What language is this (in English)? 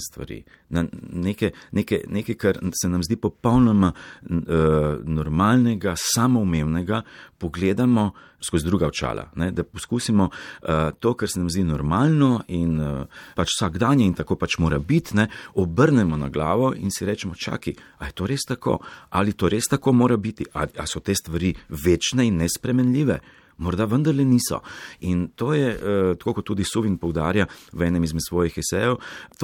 Slovenian